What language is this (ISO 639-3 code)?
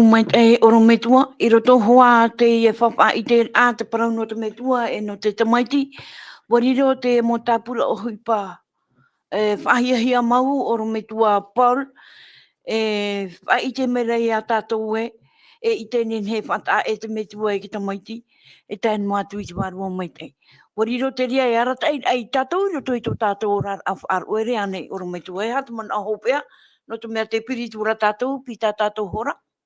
tah